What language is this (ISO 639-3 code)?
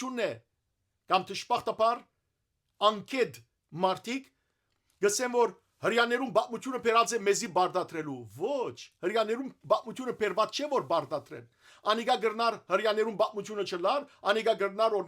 hyw